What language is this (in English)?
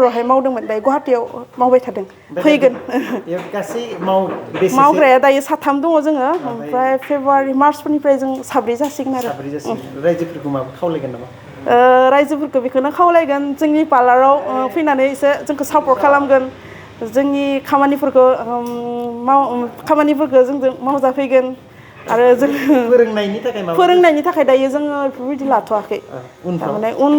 Bodo